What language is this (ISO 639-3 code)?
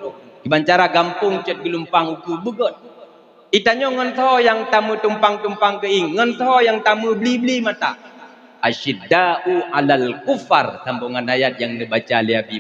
ace